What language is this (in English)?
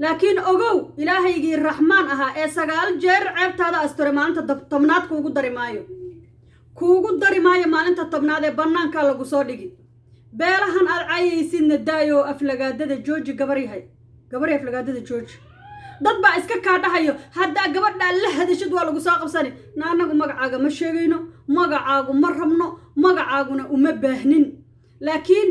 Somali